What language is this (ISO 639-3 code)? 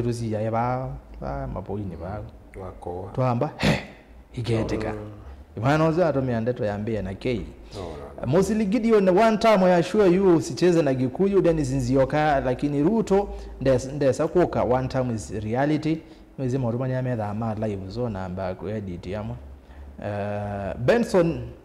kam